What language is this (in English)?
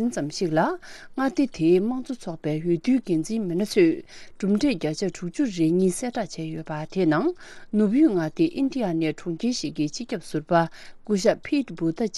Tibetan